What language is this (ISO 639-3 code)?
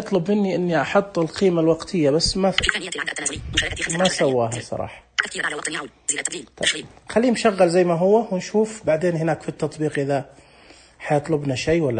ars